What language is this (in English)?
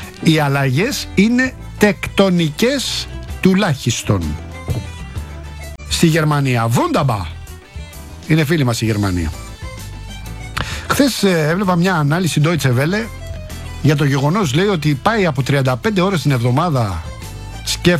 Greek